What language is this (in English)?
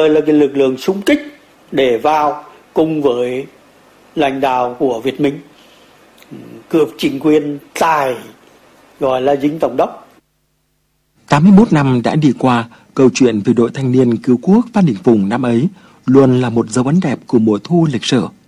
Vietnamese